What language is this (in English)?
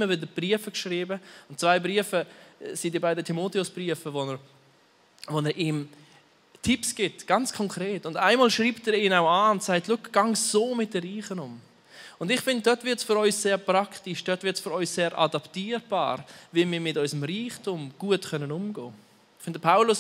Swiss German